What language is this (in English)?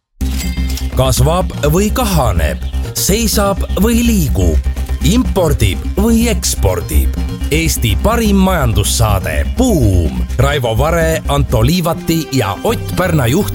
Estonian